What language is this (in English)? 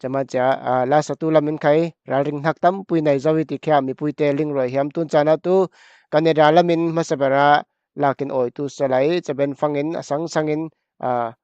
Falam Chin